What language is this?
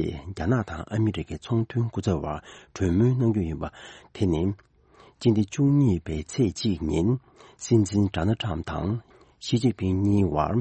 Tibetan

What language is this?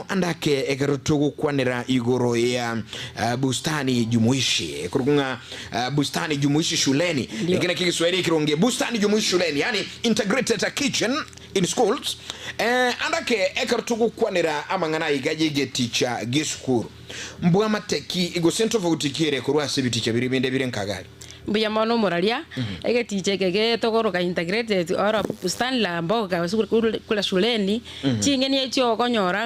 Gusii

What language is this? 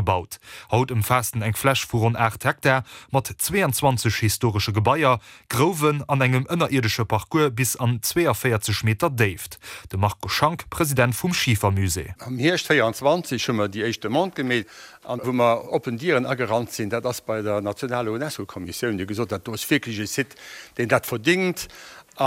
Luxembourgish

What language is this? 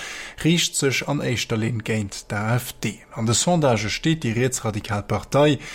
Luxembourgish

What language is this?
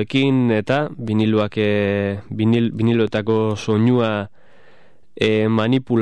Basque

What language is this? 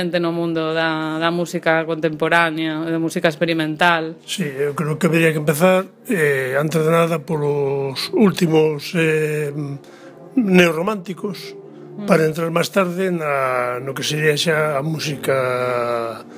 Galician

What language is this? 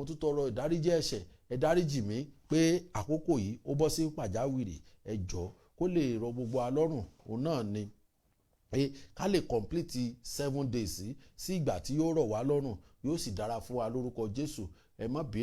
Yoruba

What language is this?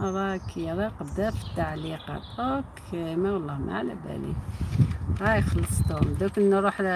Algerian Arabic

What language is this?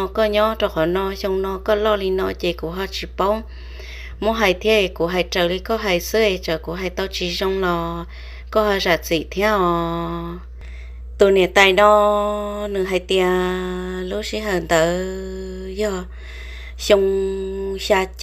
Hmong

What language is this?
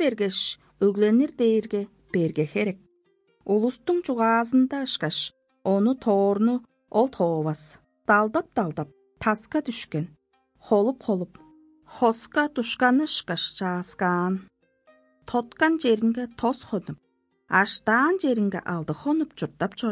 Tuvinian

